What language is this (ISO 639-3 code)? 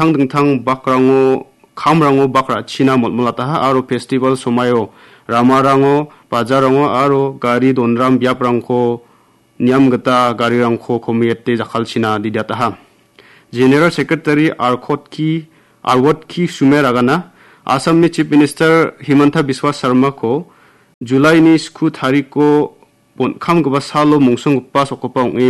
grt